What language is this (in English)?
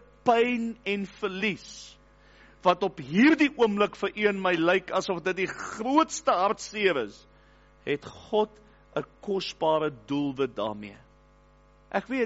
Afrikaans